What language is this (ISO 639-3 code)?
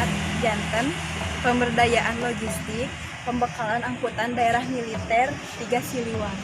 sun